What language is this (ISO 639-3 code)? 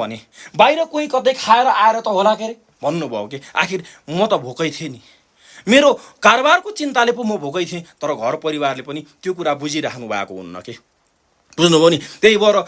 nep